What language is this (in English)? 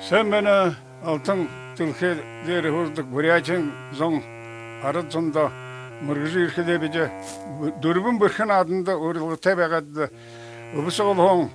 Buriat